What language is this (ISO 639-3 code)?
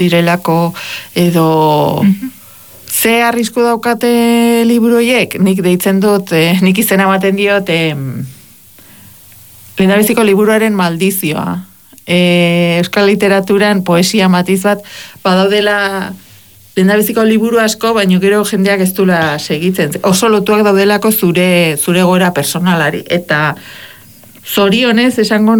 eus